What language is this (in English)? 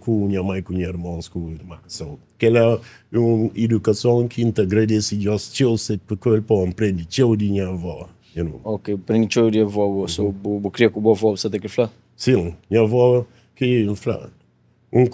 Kabuverdianu